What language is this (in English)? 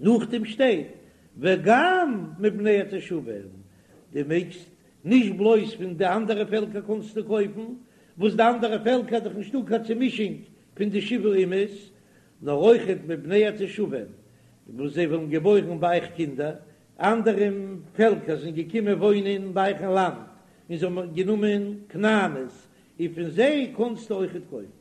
Yiddish